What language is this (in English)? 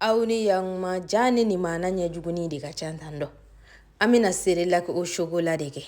Bambara